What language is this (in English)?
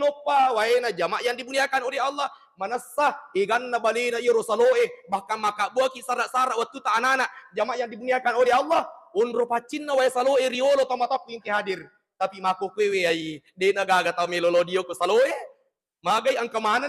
Buginese